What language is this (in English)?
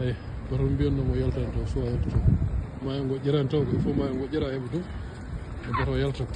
Fula